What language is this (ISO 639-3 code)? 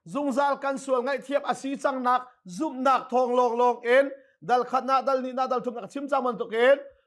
cnh